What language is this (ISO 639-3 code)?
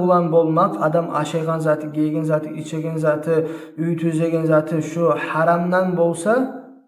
kum